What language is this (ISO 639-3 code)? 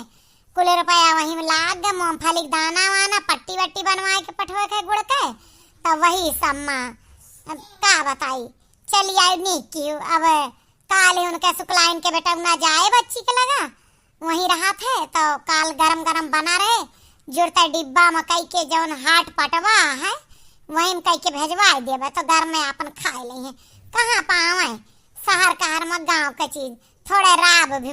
awa